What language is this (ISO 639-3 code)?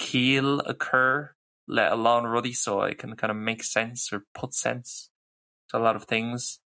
gle